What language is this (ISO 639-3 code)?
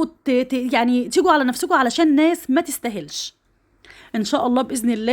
arz